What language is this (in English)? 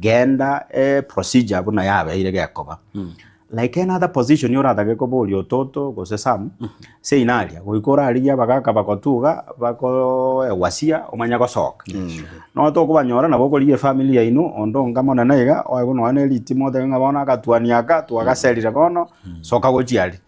Gusii